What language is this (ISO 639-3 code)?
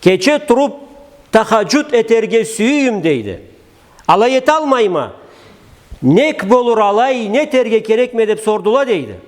krc